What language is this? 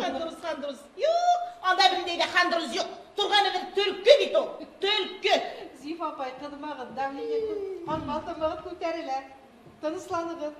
Bashkir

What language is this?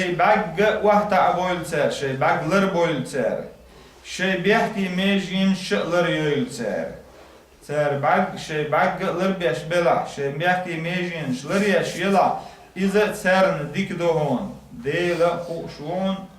Chechen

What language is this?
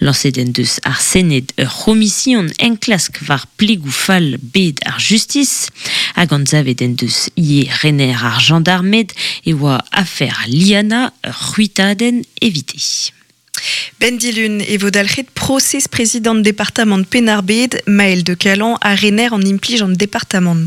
Breton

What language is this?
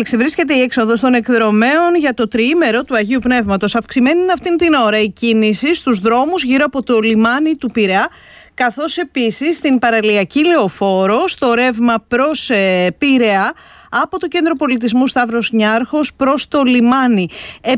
Greek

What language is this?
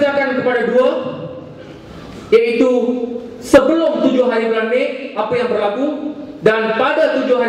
Malay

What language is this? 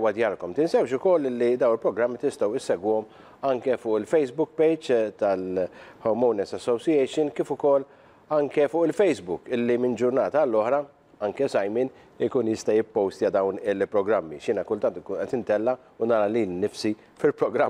Maltese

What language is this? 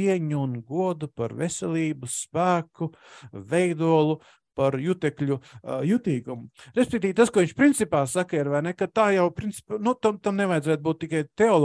Latvian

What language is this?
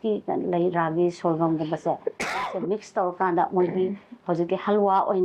Manipuri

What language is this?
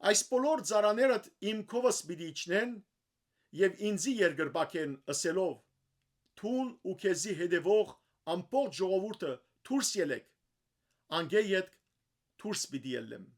Western Armenian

